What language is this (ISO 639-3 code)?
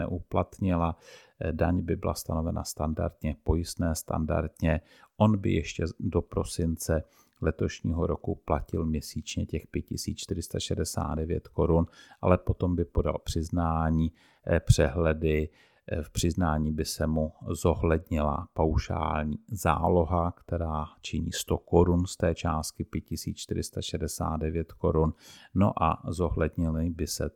ces